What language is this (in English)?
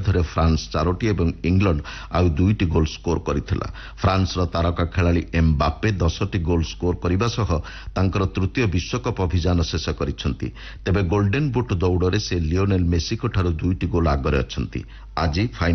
Odia